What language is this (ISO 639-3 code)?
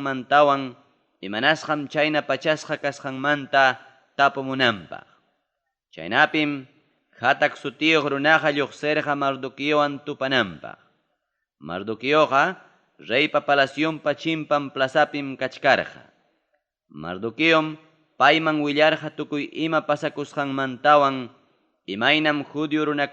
quy